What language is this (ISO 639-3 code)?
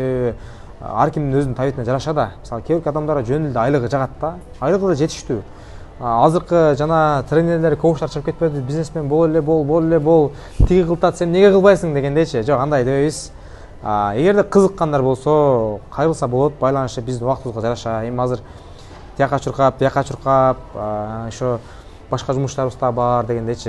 kir